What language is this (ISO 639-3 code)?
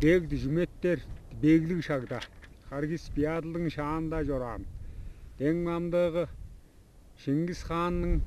tyv